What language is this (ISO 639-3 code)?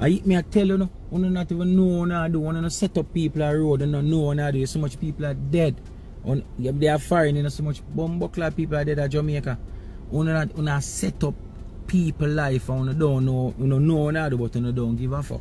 jam